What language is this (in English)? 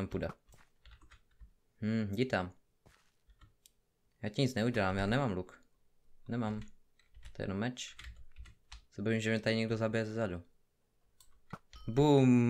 Czech